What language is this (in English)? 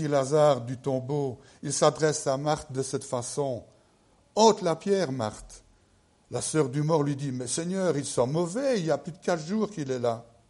French